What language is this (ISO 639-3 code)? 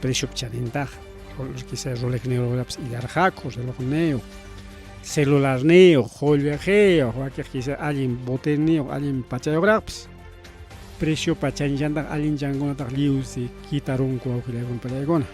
quy